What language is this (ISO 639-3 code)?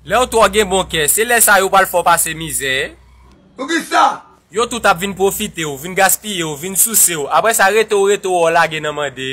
hat